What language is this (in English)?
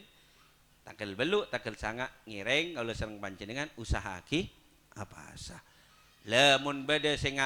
Madurese